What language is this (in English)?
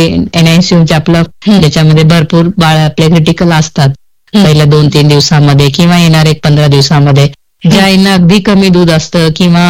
Marathi